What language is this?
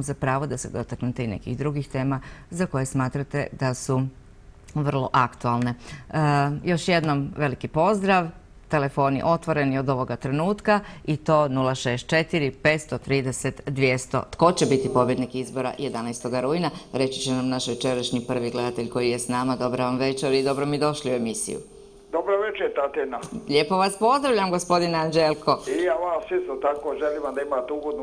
Croatian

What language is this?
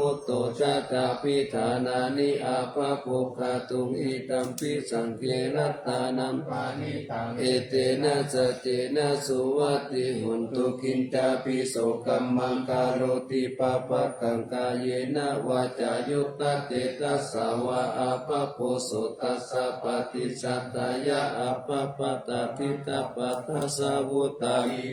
Pali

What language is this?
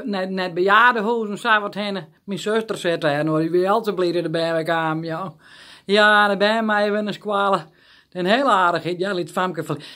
Western Frisian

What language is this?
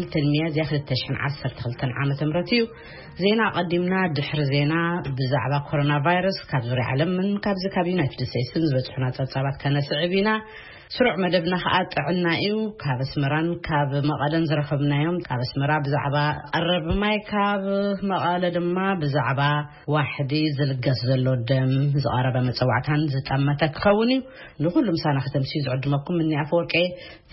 Tigrinya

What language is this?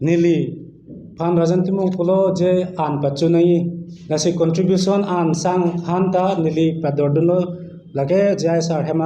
Karbi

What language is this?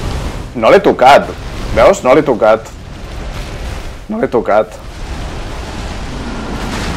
Catalan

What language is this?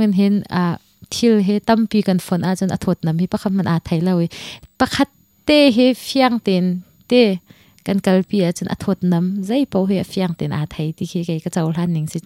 Hakha Chin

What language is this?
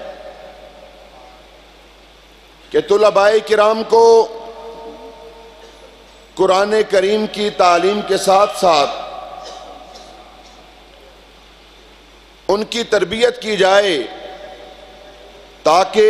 Urdu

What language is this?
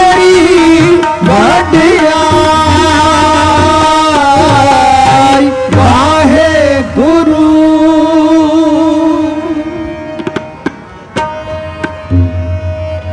Punjabi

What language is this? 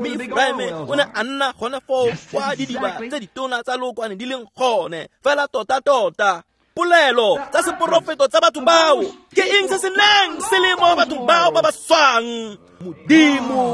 Tswana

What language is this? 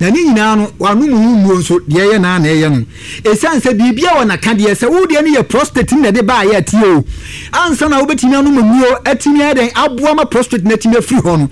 Akan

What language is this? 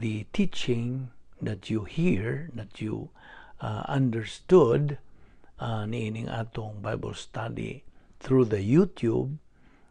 Cebuano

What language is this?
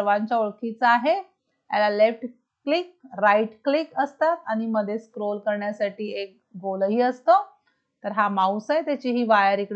Marathi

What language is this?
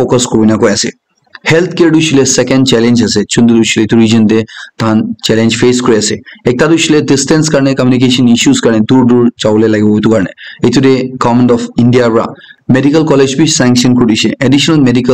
Naga Pidgin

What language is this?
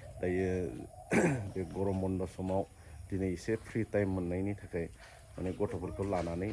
Bodo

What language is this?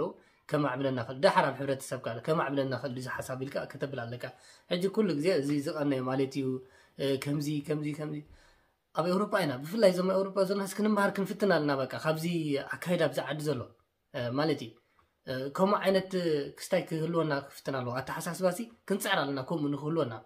Tigrinya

